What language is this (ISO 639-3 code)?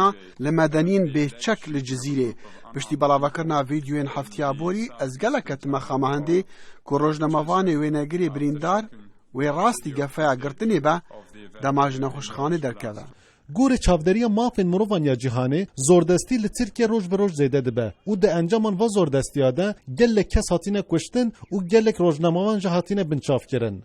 kur